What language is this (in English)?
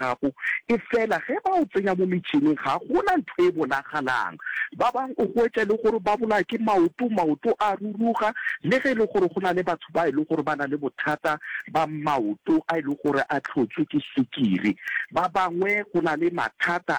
Northern Sotho